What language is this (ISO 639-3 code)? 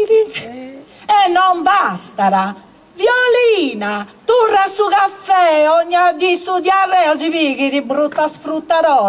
srd